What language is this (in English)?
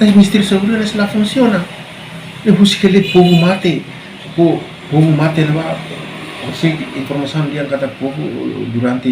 Tetum